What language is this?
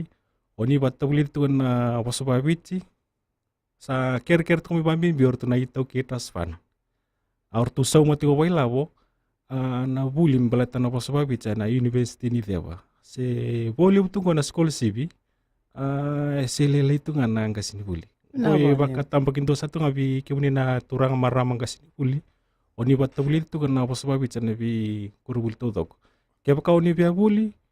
Fijian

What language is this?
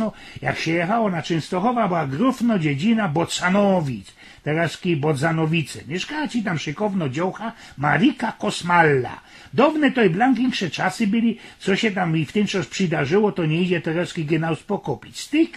Silesian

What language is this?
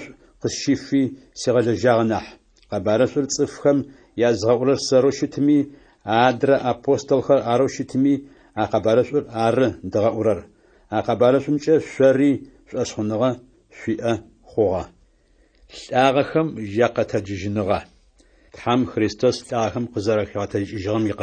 Adyghe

